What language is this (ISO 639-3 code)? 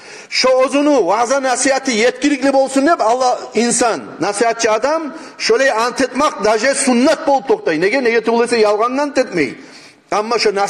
kum